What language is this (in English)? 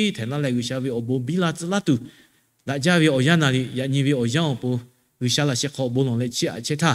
Lahu